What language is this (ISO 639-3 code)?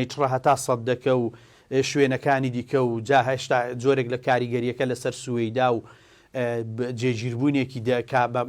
ckb